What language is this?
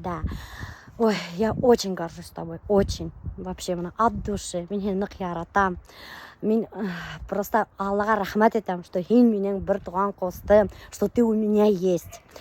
Bashkir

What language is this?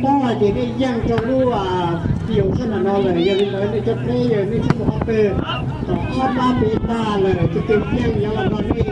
Hmong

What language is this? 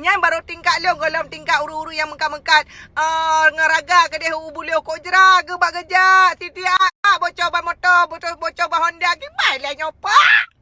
Achinese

